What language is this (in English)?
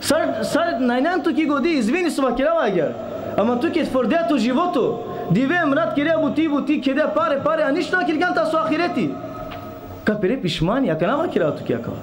Balkan Romani